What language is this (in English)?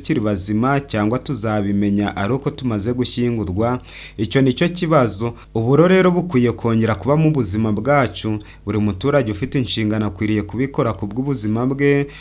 Kinyarwanda